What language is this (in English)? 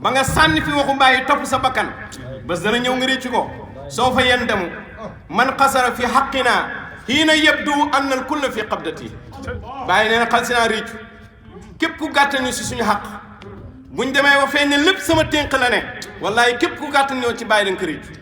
Wolof